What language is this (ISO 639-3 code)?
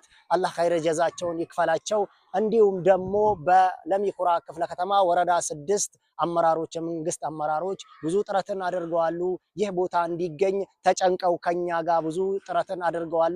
amh